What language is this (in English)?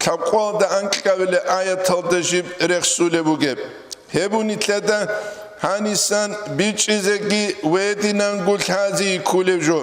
Avaric